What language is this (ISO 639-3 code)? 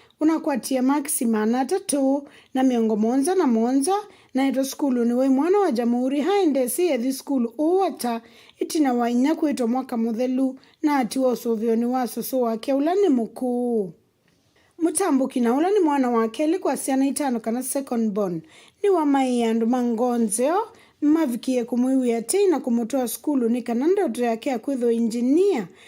kam